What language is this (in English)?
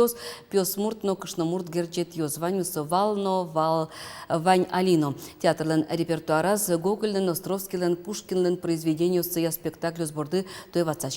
Udmurt